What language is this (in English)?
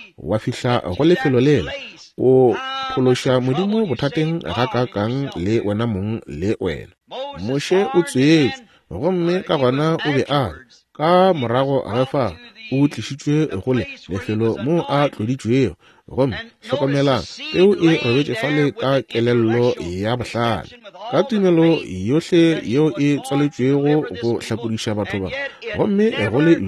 Northern Sotho